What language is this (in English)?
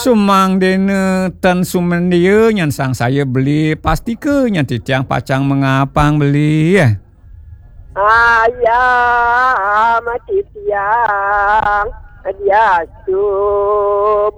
Balinese